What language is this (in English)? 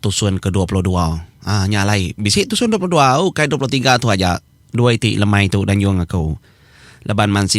Iban